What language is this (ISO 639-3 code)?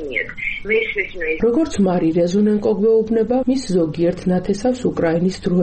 kat